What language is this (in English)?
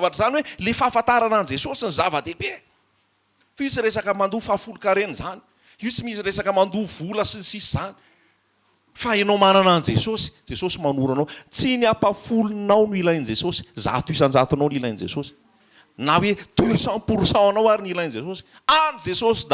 Malagasy